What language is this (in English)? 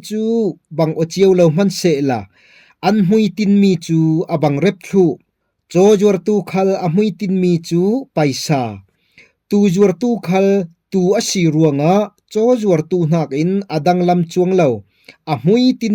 Falam Chin